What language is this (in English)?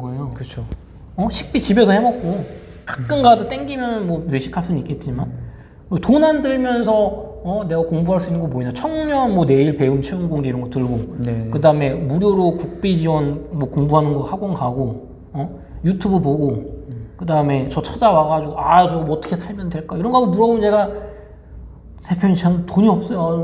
Korean